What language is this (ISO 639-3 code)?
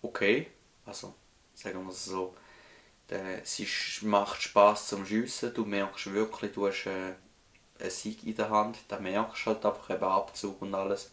gsw